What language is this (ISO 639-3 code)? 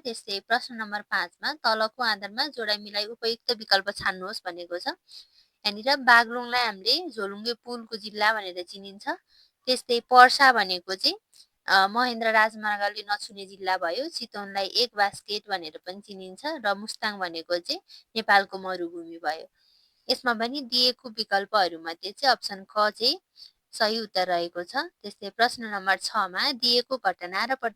nep